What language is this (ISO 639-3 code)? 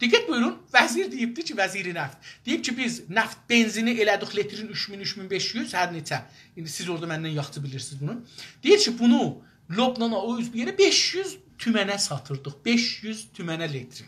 azb